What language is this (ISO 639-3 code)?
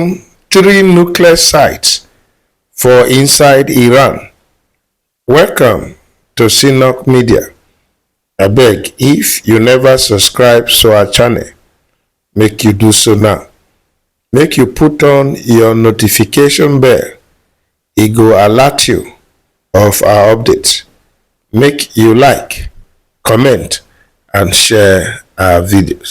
pcm